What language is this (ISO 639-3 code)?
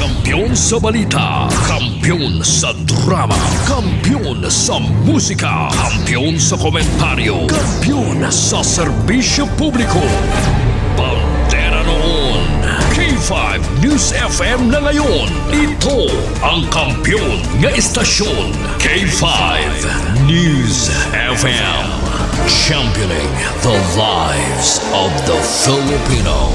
hil